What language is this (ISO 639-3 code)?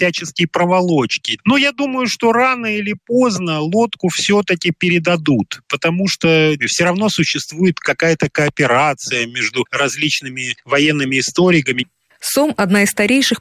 rus